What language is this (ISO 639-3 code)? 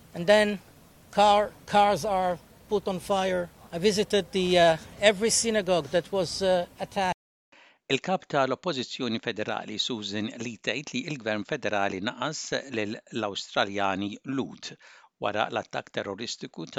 mlt